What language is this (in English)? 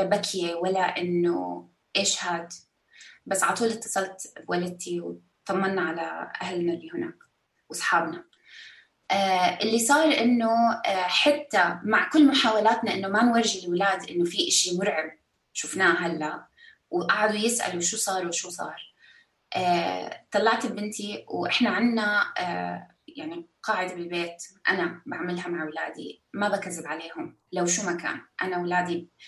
North Levantine Arabic